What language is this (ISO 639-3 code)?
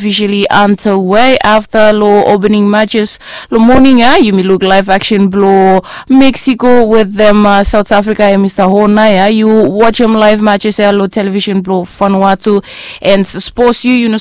bis